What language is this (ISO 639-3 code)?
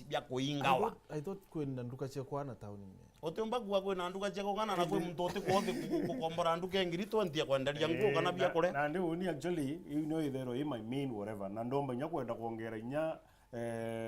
mer